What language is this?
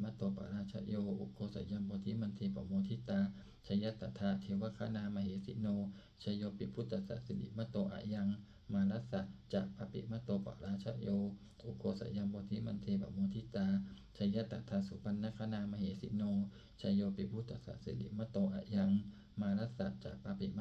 Pali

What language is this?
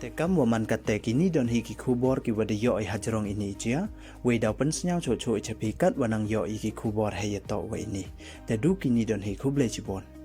Pnar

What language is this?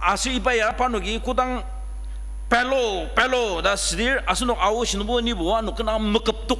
Ao Naga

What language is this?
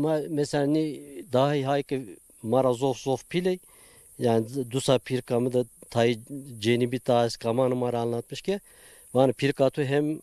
Zaza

